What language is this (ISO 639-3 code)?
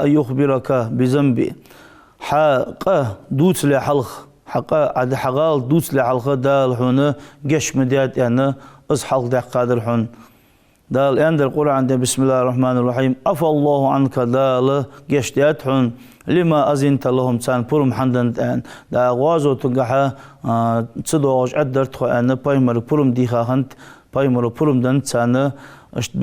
inh